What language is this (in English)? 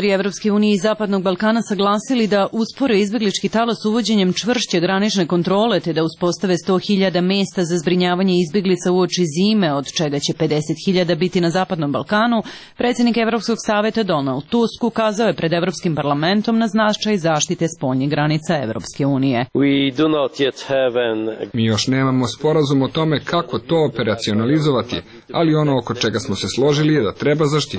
Serbian